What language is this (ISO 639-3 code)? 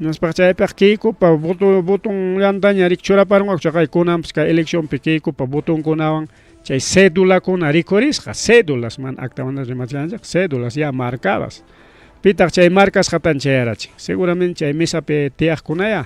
quy